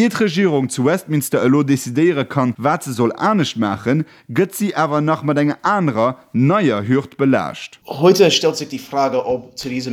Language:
Luxembourgish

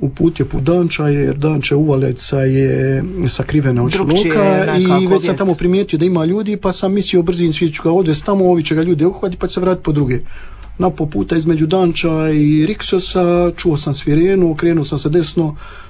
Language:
Croatian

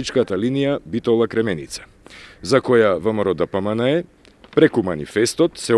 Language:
Macedonian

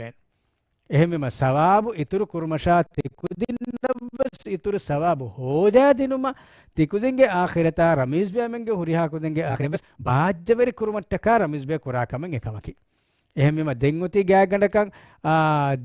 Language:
Divehi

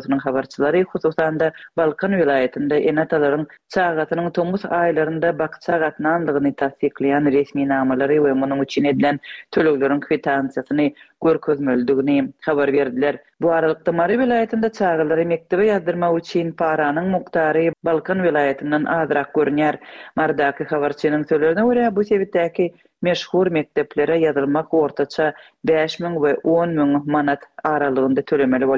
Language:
Turkmen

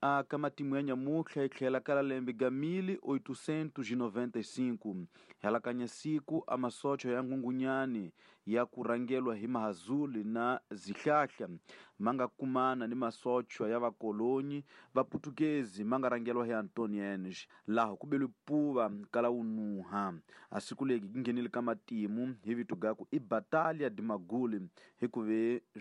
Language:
Tsonga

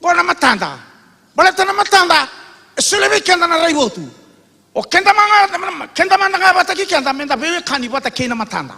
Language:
Fijian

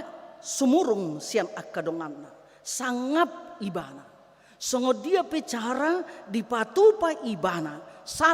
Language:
Batak Toba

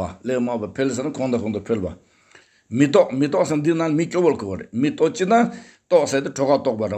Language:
Tibetan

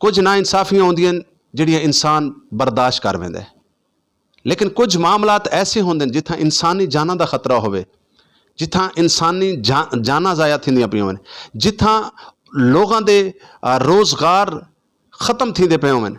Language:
Saraiki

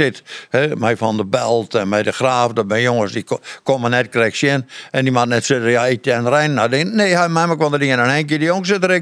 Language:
Western Frisian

